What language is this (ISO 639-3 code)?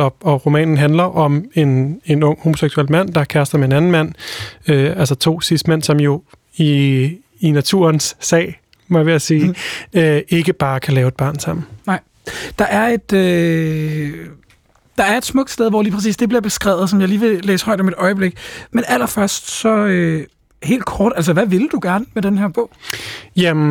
dan